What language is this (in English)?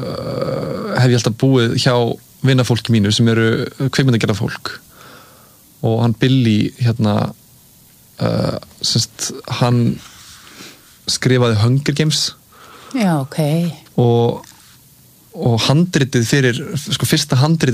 Icelandic